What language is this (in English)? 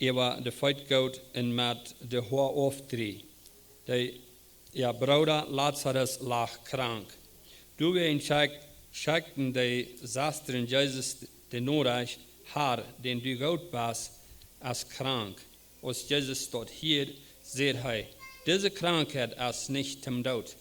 Plautdietsch